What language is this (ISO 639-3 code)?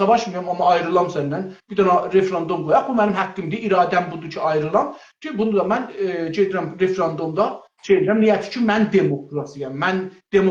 azb